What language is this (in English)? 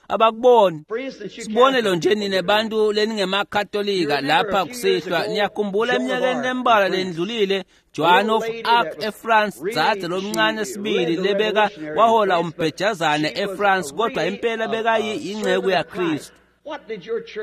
Swati